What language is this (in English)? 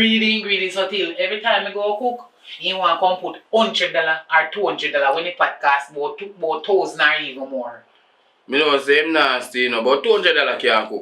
Jamaican Creole English